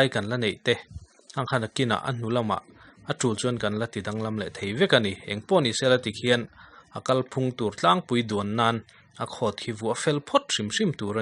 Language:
Mizo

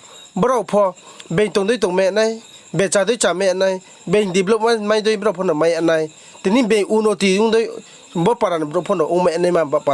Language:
Riang (India)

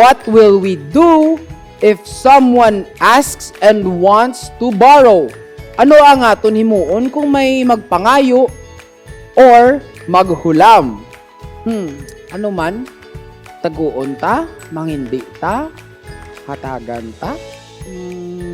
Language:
Hiligaynon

